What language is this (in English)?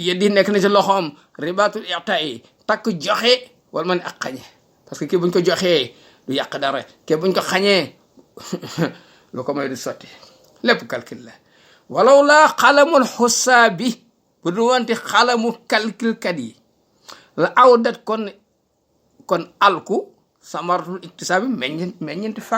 Wolof